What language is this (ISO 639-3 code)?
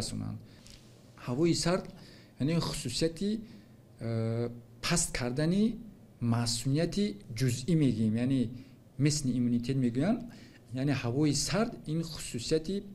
tgk